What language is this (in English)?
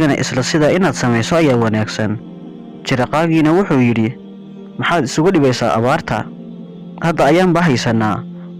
Somali